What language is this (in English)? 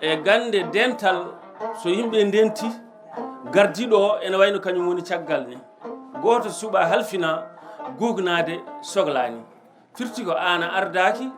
Fula